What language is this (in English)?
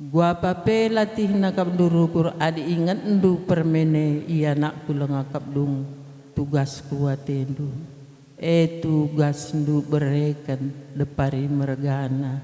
Batak Karo